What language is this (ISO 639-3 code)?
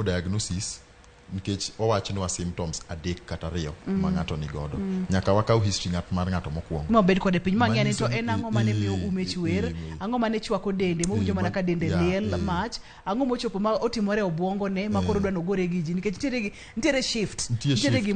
luo